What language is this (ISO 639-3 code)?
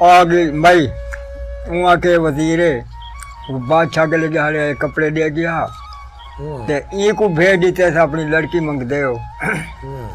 skr